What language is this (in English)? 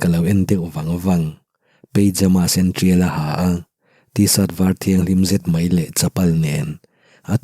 Mizo